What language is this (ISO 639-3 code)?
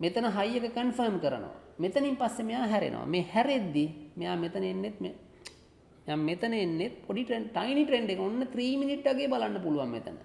sin